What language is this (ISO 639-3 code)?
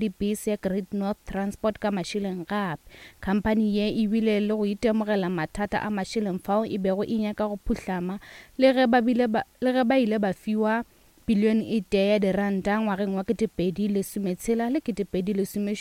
nso